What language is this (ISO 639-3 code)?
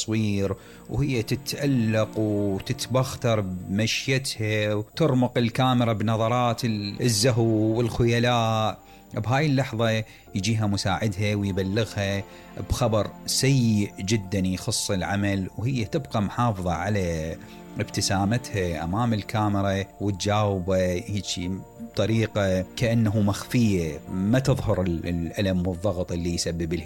acm